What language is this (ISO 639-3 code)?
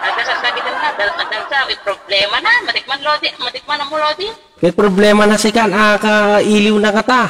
ilo